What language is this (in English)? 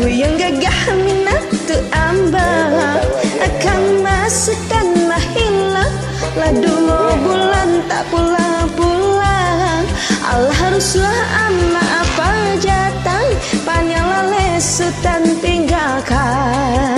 Minangkabau